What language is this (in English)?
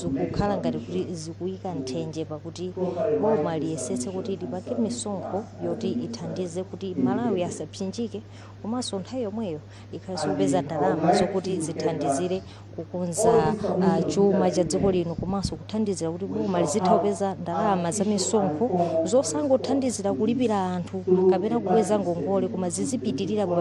Nyanja